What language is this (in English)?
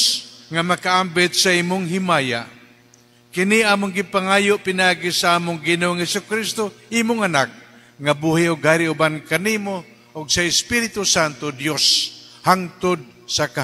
Cebuano